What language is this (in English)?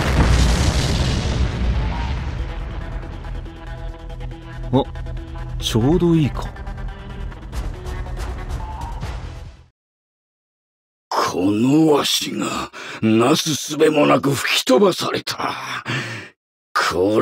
Japanese